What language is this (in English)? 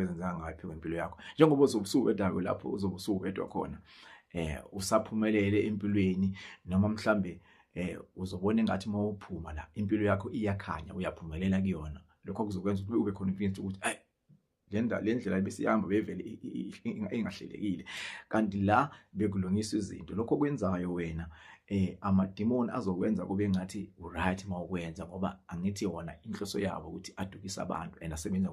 Zulu